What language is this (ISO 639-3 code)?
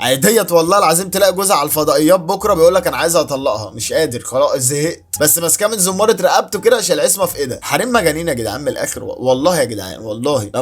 arz